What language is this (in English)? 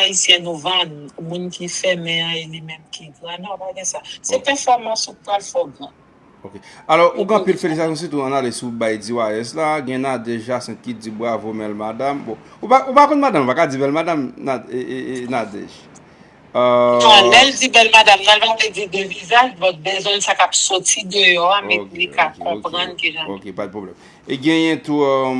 Haitian Creole